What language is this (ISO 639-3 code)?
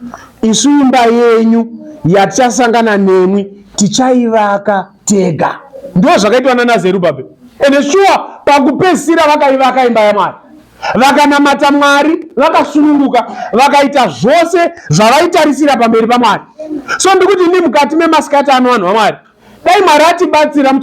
sna